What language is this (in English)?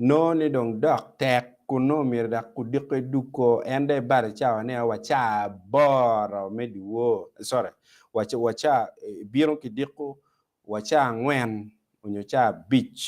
Acoli